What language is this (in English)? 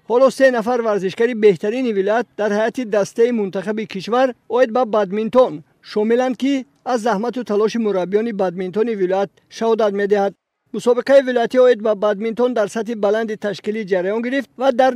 Tajik